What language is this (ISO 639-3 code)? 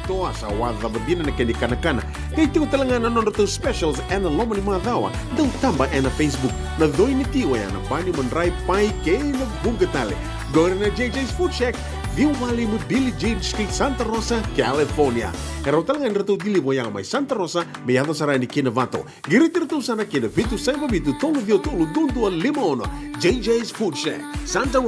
fij